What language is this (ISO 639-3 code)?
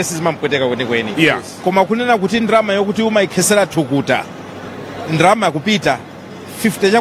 nya